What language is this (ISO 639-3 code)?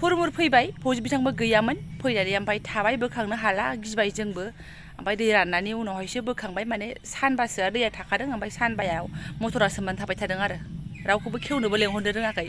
brx